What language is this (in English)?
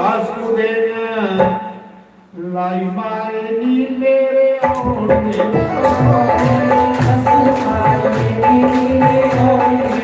Dogri